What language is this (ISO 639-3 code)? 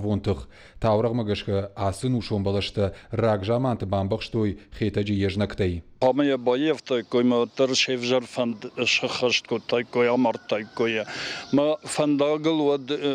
oss